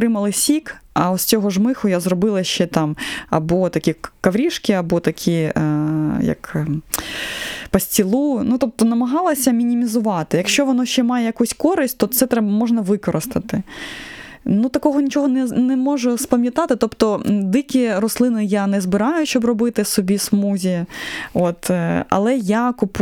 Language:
Ukrainian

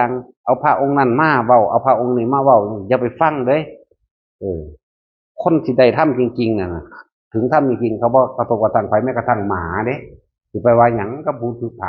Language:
Northeastern Thai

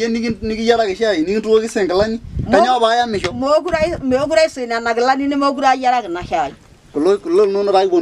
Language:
Masai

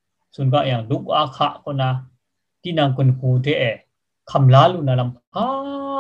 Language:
Kachin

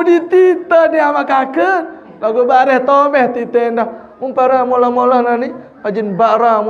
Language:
Sasak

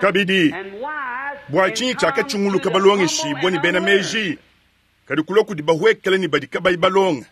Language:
Luba-Lulua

